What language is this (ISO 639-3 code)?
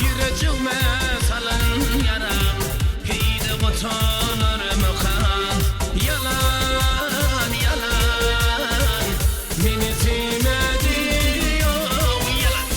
tuk